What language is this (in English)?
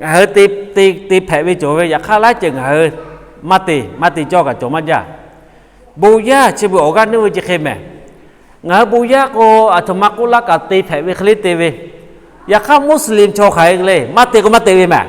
Lahu